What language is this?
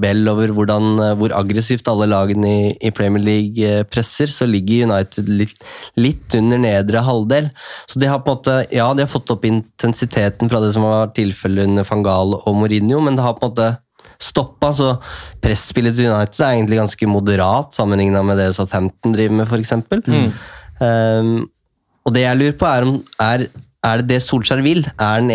Norwegian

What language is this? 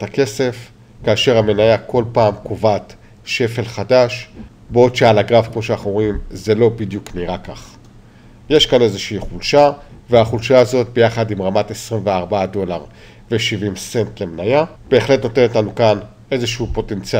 Hebrew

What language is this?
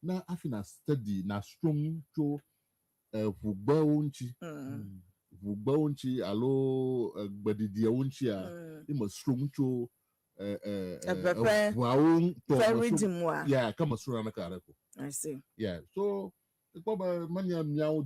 Ewe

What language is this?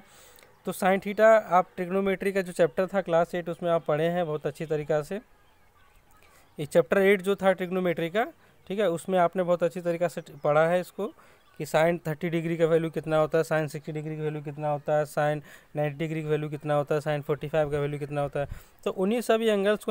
Hindi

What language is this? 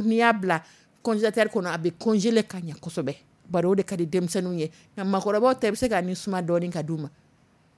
Dyula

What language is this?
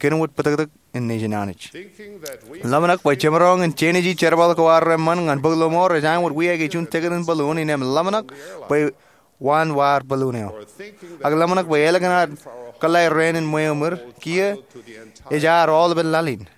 Marshallese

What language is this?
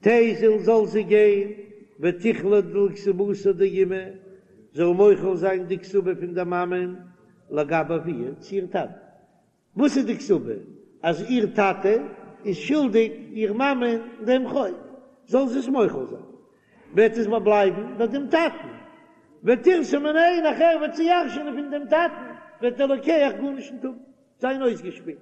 Yiddish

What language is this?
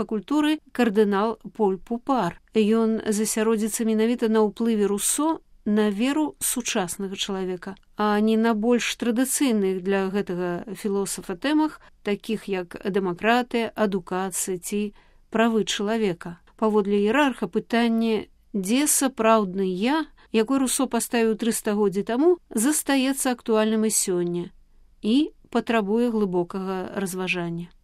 Belarusian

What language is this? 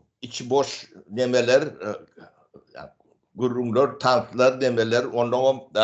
Turkmen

